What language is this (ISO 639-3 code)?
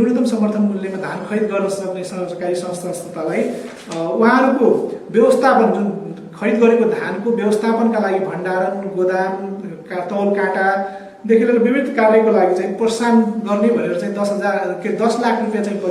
nep